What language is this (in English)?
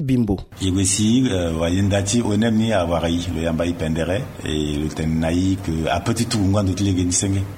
Sango